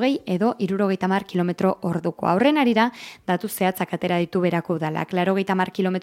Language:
Basque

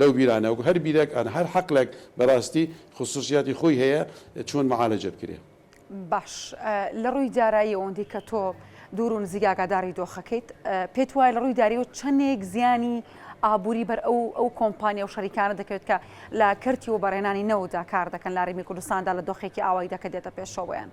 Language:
Central Kurdish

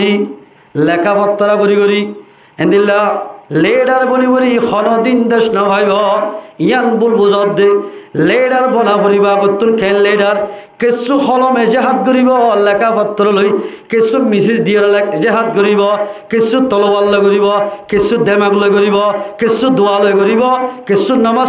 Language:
Rohingya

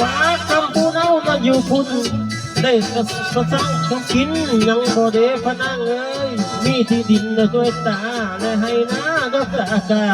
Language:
Northeastern Thai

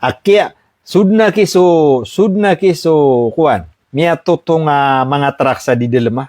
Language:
Maranao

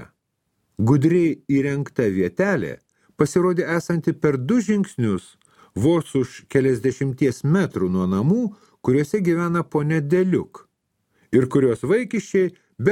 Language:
Lithuanian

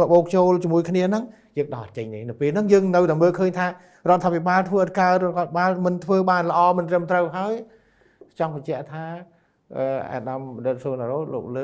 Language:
Khmer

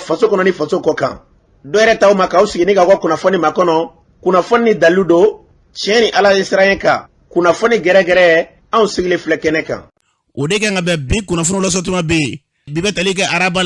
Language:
Bambara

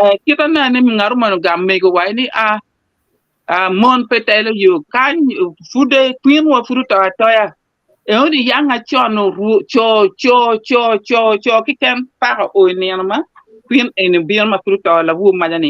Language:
Acoli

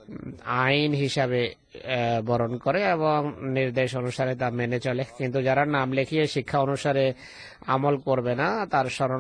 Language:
Bangla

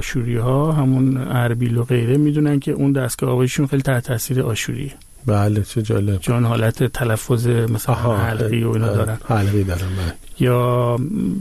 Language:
Persian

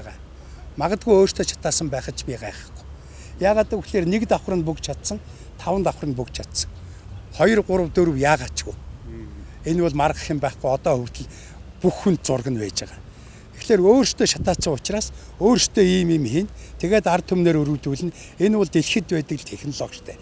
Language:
Mongolian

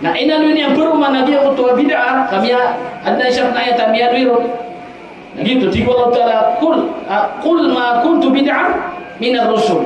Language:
Maranao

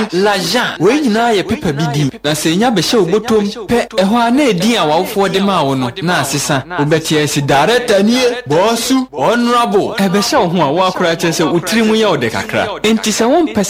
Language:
Akan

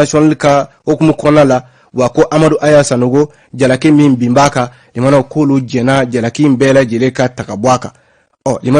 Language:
Bambara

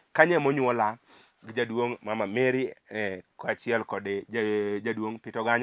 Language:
Luo (Kenya and Tanzania)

